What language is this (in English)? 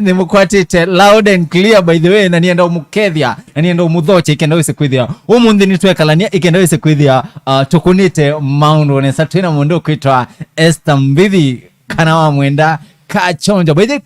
Kamba